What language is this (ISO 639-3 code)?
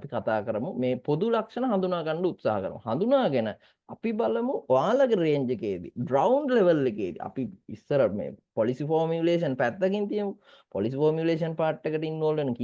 sin